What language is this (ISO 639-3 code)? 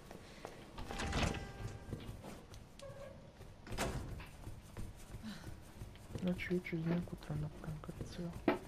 bul